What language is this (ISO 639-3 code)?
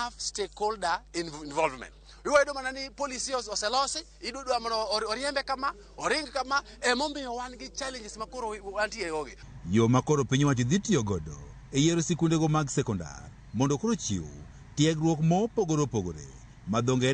luo